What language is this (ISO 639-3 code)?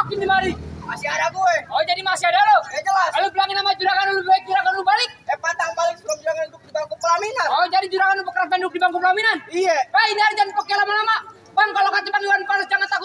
bew